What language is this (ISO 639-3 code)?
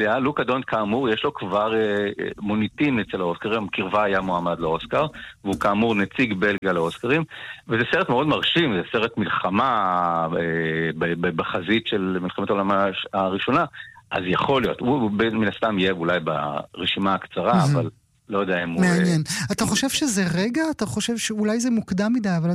heb